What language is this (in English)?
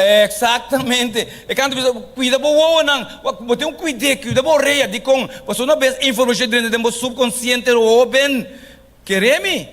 Papiamento